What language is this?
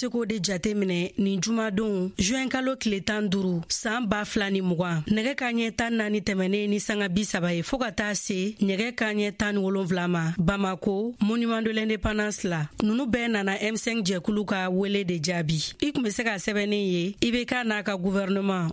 Bambara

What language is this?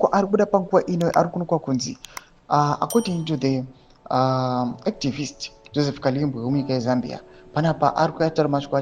Shona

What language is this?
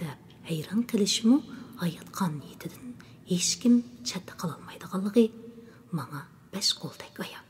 Uyghur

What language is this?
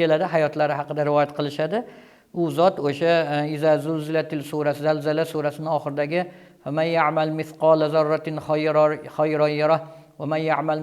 Uzbek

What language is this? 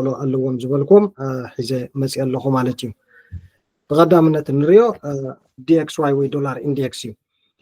Tigrinya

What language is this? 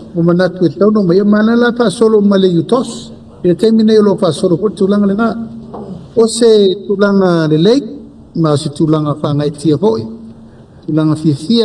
Samoan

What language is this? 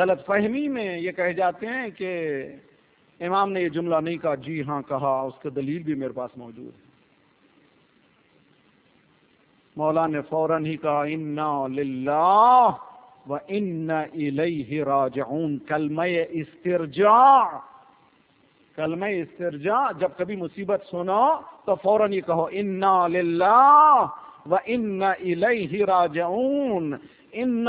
Urdu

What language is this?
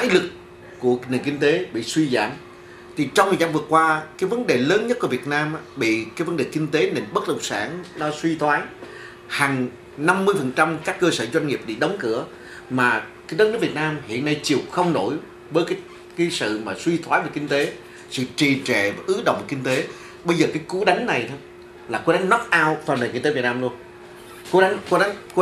Vietnamese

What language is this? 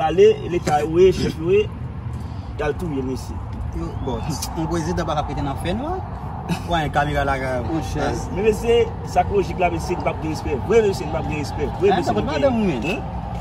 Haitian Creole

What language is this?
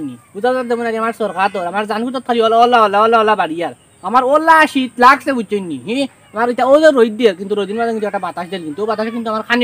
Sylheti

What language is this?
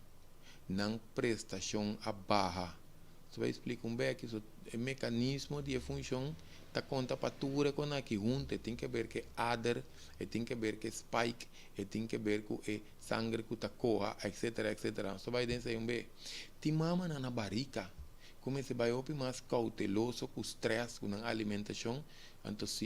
Papiamento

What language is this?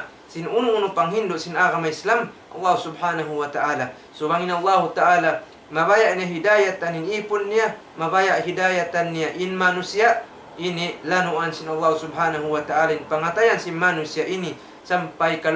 Tausug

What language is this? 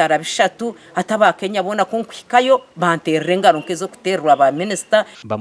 Nyankole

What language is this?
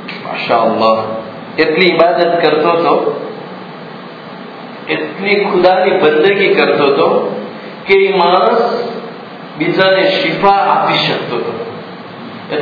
Gujarati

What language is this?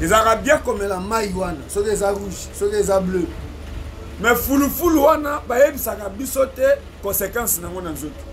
Lingala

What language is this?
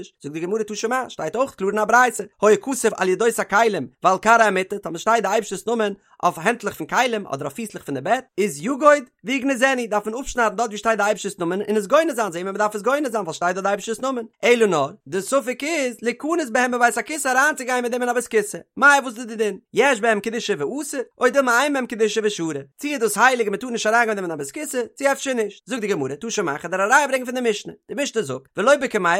Yiddish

